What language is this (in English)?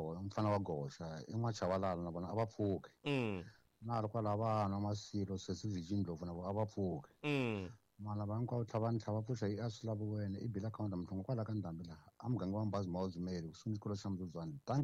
Tsonga